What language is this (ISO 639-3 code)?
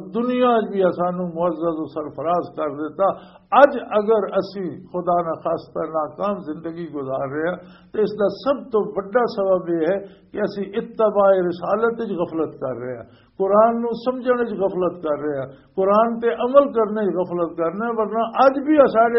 lah